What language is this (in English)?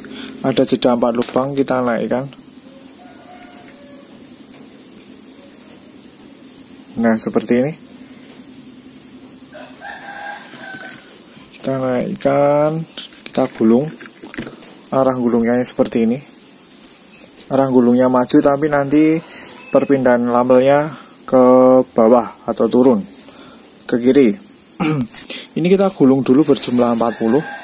Indonesian